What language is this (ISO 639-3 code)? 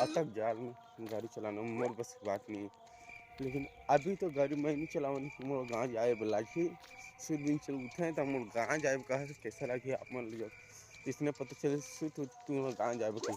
hne